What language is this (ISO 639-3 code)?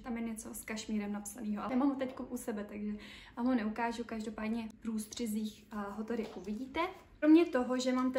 ces